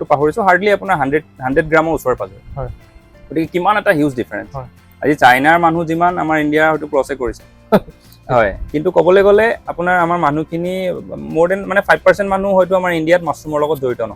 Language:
Assamese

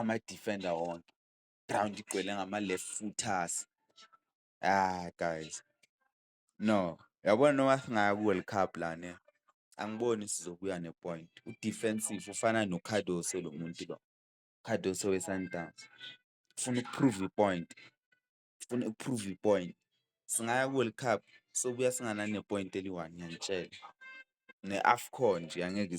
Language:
Zulu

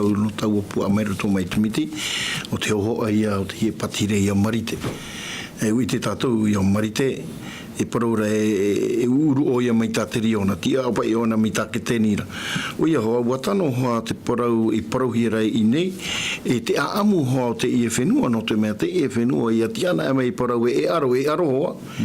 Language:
Tahitian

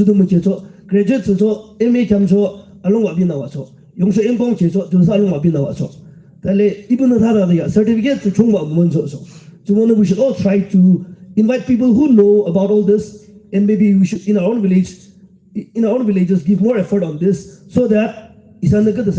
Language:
Yimchungru Naga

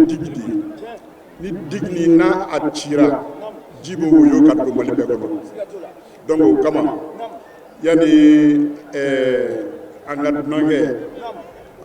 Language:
Bambara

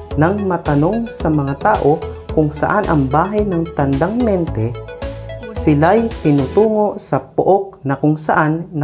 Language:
Filipino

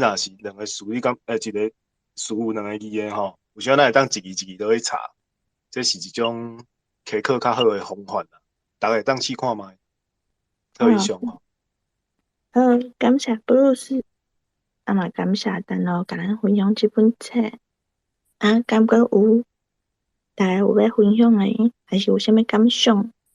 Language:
Min Nan Chinese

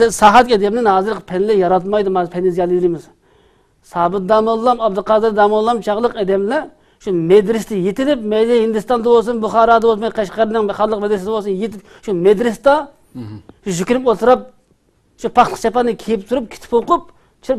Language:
Uyghur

